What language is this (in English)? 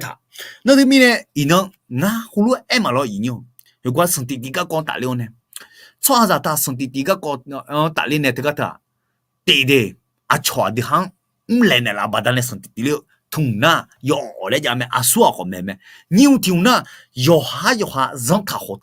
Akha